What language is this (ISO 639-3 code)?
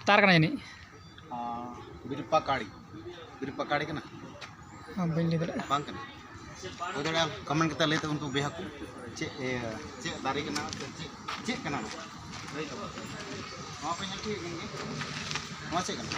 sat